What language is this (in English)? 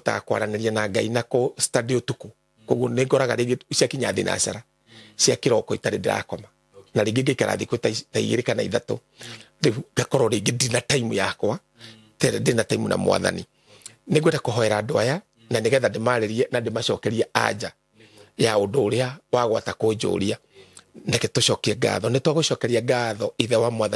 Kikuyu